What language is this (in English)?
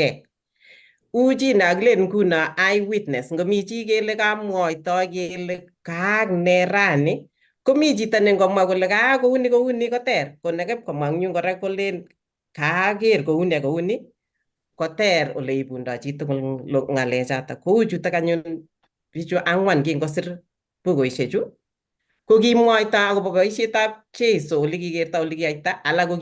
Kalenjin